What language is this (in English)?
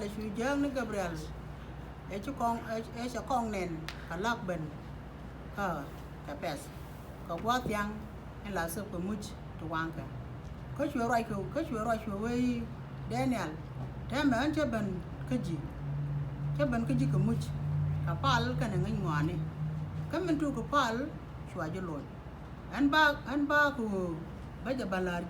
Nuer